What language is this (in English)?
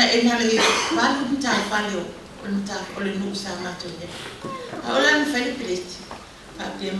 Samoan